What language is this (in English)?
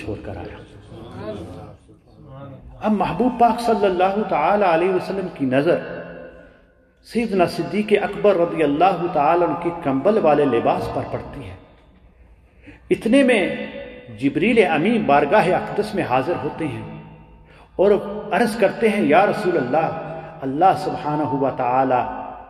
Urdu